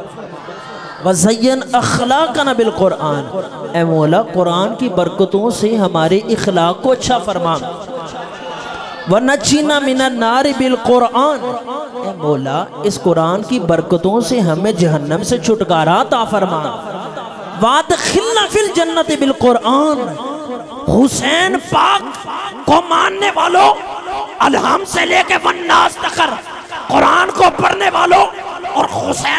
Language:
Urdu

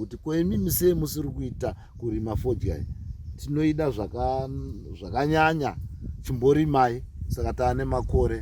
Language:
Shona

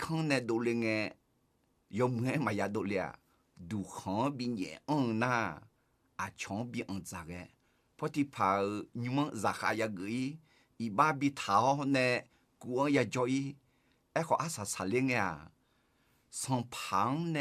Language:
Akha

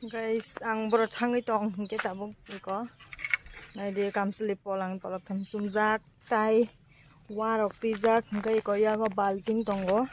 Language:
Kok Borok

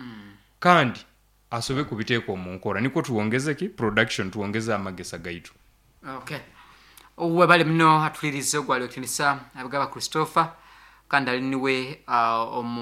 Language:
Nyoro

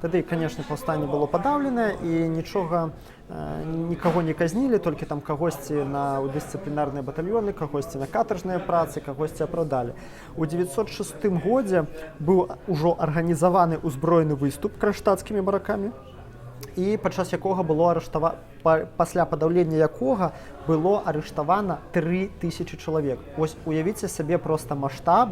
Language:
Belarusian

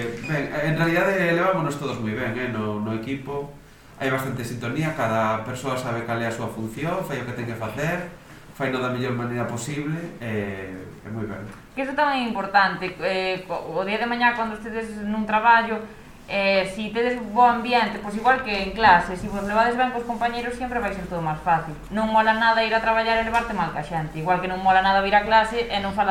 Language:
Galician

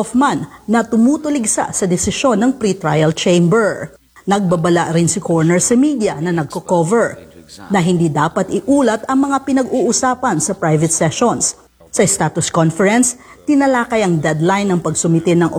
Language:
Filipino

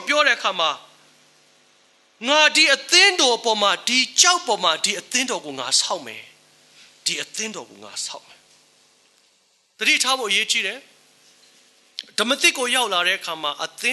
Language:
Burmese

